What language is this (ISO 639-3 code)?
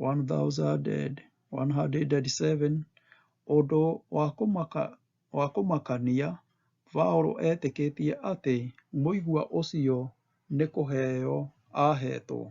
kik